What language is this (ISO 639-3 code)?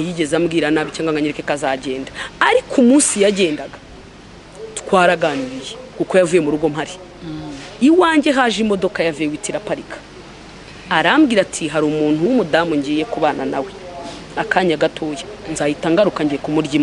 kin